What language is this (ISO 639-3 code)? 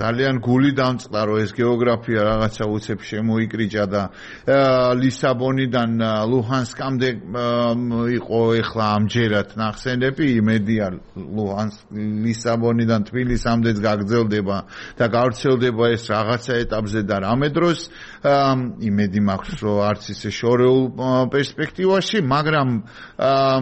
kat